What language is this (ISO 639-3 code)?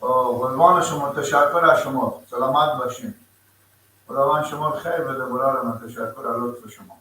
fas